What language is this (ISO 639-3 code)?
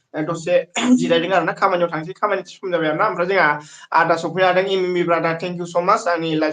brx